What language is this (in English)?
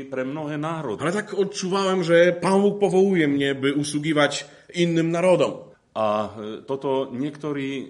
Polish